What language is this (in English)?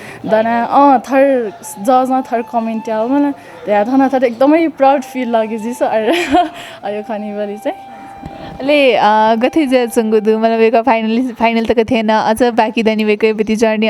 Newari